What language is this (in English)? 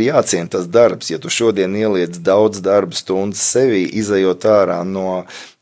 Latvian